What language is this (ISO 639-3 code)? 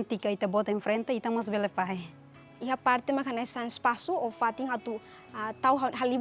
tet